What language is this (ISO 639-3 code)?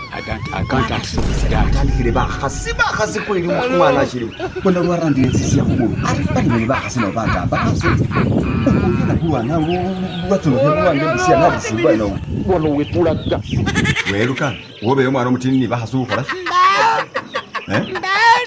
myx